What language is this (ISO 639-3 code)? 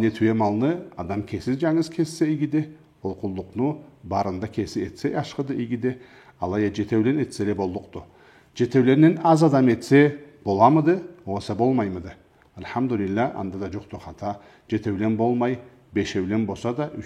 krc